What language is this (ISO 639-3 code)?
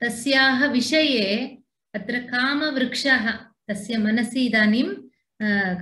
san